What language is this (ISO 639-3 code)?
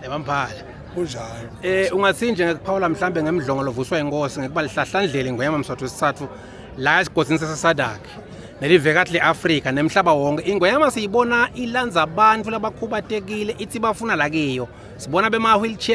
ssw